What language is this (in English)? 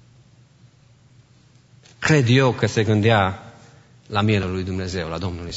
Romanian